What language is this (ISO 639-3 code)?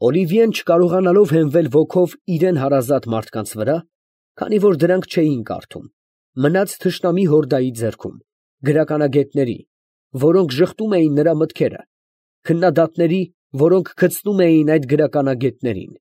hye